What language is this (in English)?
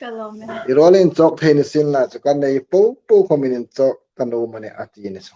Hmar